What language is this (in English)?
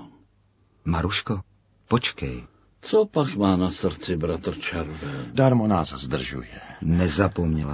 Czech